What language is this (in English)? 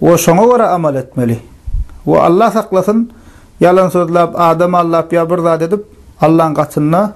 Turkmen